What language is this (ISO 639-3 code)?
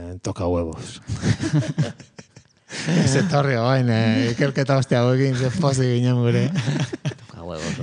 eus